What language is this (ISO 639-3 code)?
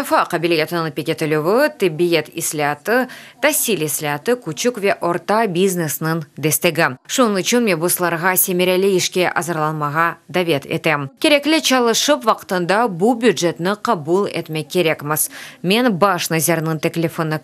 crh